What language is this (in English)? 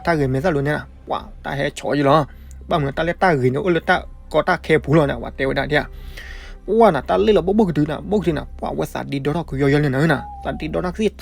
S'gaw Karen